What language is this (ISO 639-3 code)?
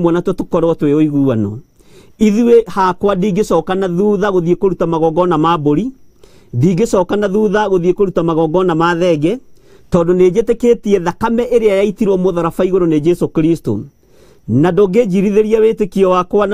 kik